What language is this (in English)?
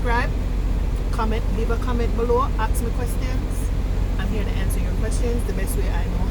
Jamaican Creole English